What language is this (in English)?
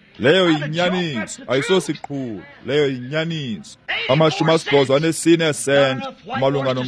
Xhosa